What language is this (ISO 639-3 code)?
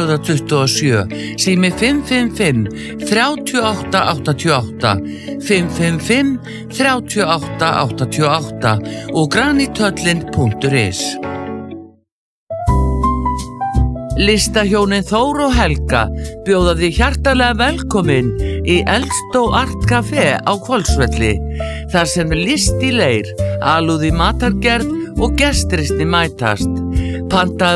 isl